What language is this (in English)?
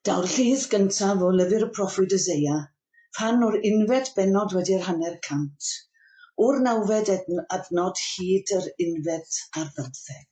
Welsh